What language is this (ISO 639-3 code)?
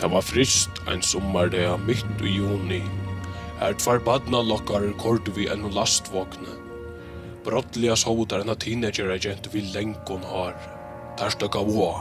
fao